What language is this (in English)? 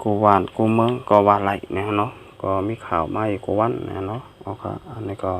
Shan